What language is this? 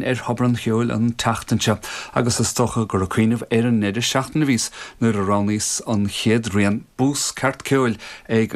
Irish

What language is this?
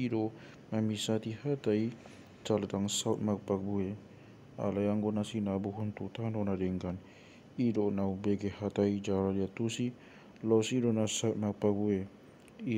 Batak Toba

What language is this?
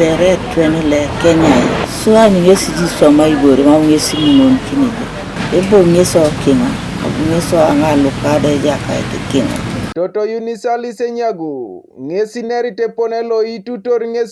Teso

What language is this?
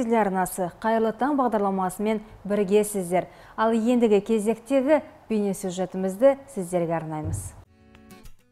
Kazakh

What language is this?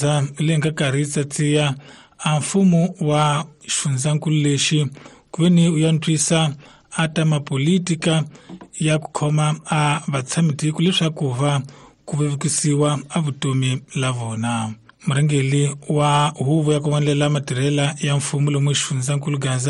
Tsonga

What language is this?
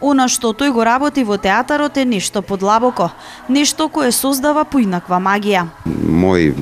Macedonian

